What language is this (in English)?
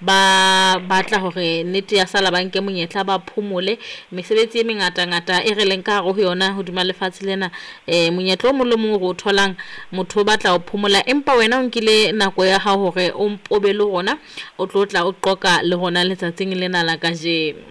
Southern Sotho